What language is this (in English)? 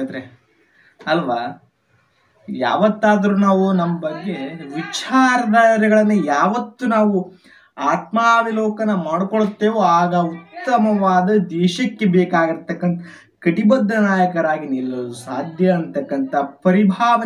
Kannada